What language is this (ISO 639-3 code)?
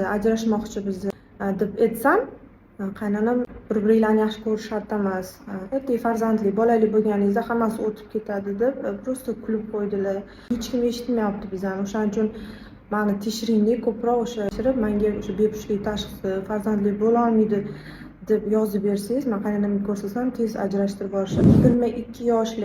uzb